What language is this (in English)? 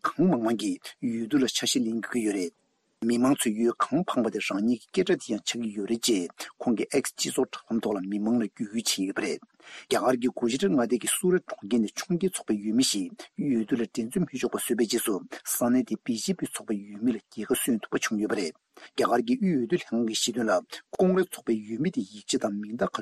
Tibetan